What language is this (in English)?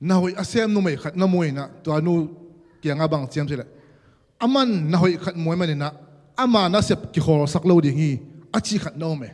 Tedim Chin